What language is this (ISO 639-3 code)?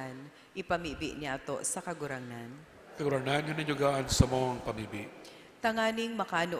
bik